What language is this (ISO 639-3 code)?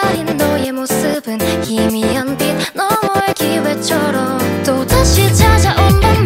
kor